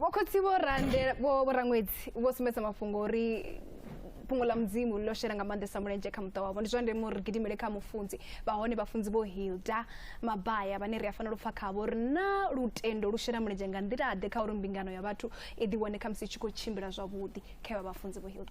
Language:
Venda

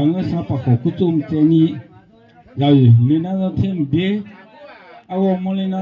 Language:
Akha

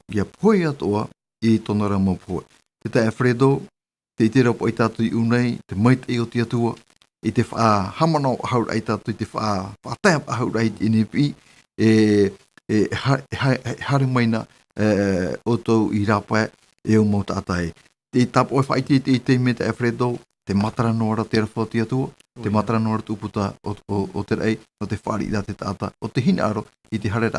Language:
Tahitian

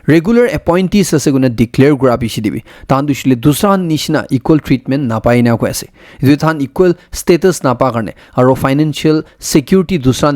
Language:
Naga Pidgin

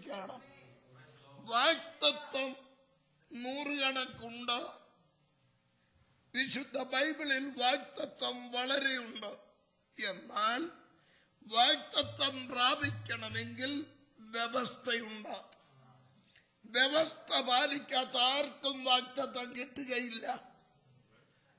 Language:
Malayalam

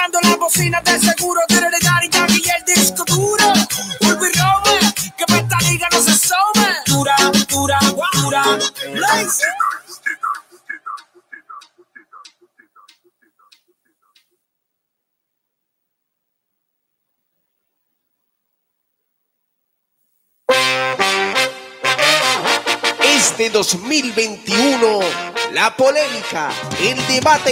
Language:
Spanish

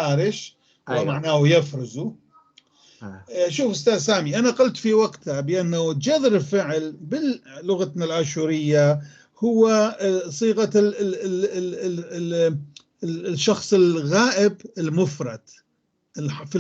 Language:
North Levantine Arabic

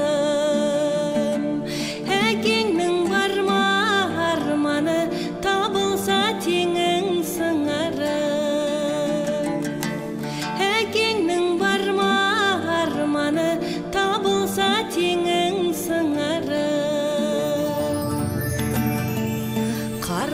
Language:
Kazakh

